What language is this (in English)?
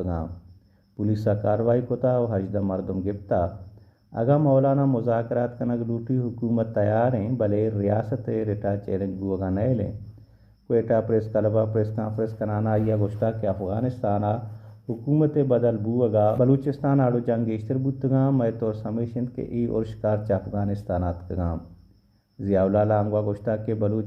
Baluchi